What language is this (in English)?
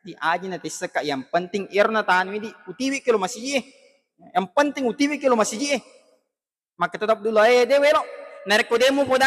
Buginese